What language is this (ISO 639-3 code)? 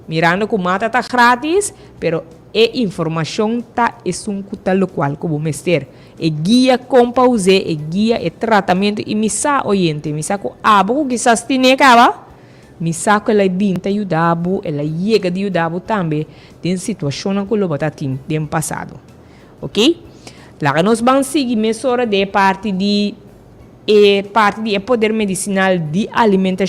pap